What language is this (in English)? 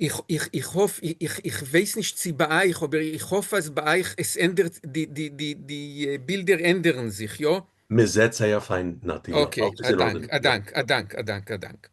Yiddish